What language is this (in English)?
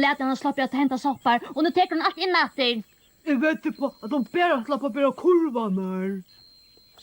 Faroese